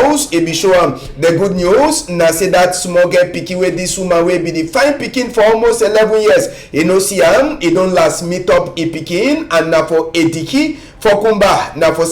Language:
Cameroon Pidgin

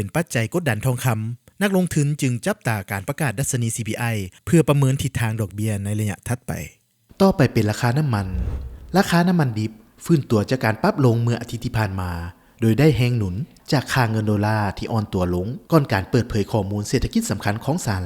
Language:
Lao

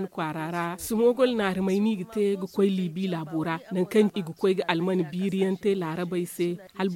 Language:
Zarma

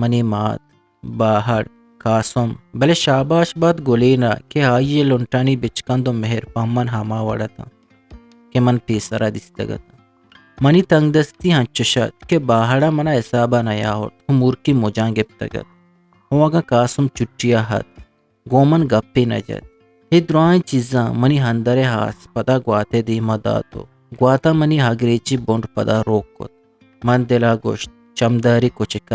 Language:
Eastern Balochi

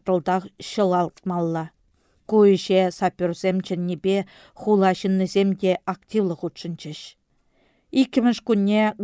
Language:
Chuvash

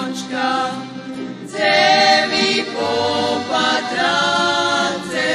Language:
Rusyn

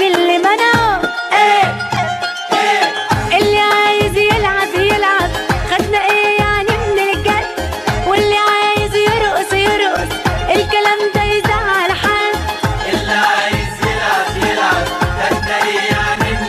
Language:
Egyptian Arabic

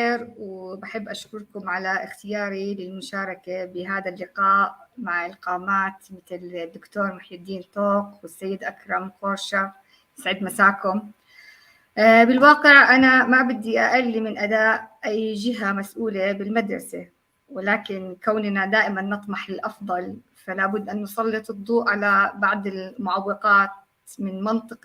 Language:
North Levantine Arabic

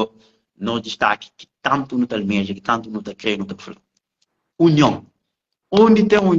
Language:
Kabuverdianu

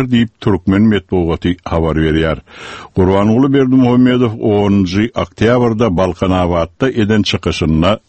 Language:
Turkmen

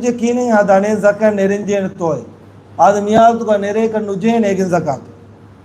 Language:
Divehi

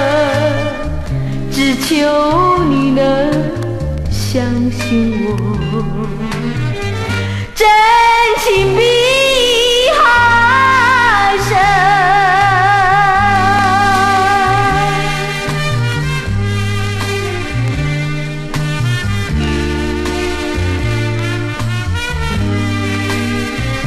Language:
Chinese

